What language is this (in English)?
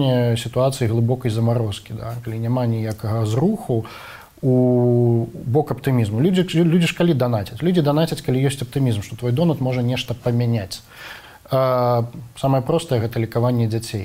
Belarusian